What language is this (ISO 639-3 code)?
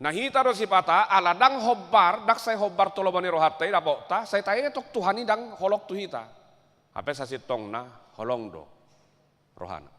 bbc